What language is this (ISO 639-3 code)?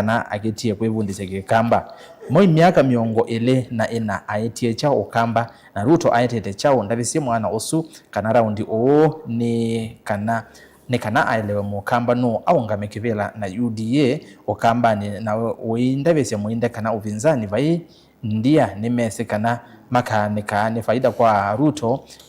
kam